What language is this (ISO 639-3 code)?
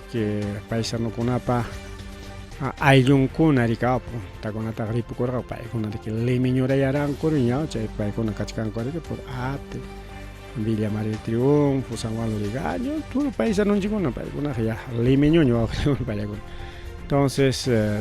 quy